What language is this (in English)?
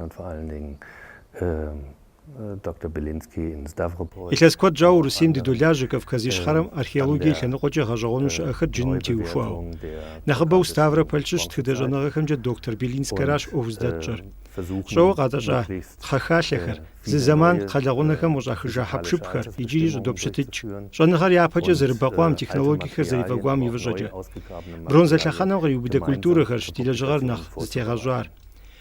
Kabardian